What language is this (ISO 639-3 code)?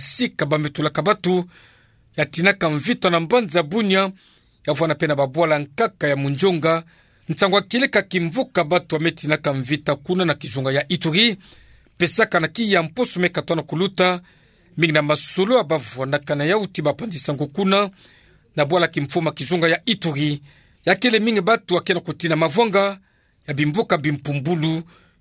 ktu